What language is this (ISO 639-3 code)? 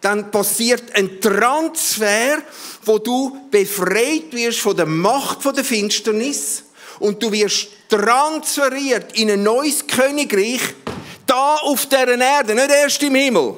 gsw